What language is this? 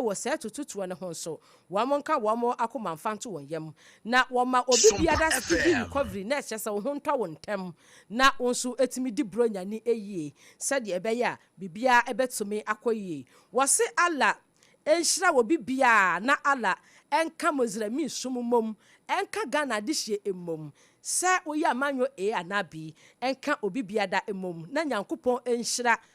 Akan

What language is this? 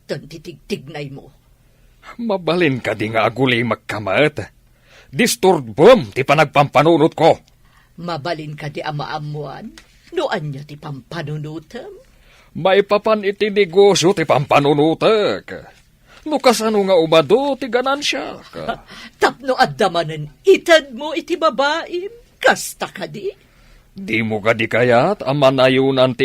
Iloko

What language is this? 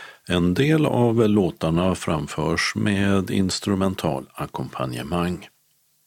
Swedish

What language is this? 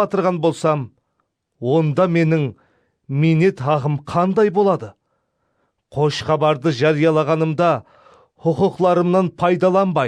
Kara-Kalpak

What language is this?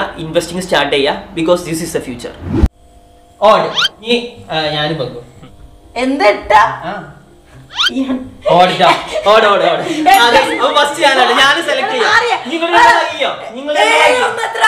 Malayalam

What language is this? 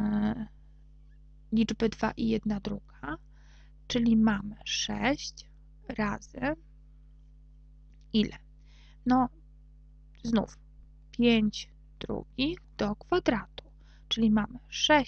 Polish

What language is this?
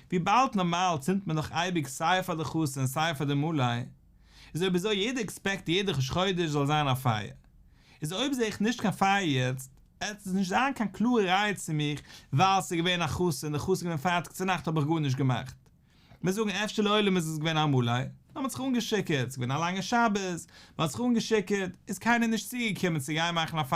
Yiddish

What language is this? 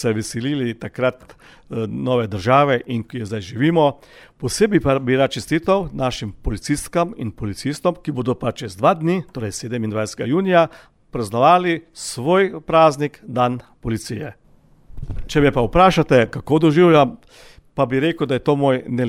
Slovenian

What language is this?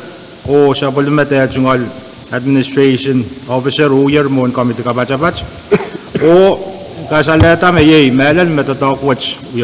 Pohnpeian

